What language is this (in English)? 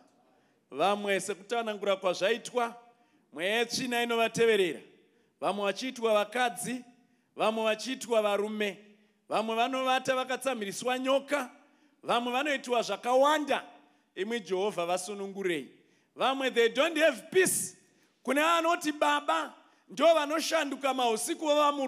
Shona